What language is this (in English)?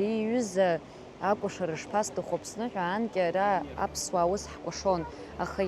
Abkhazian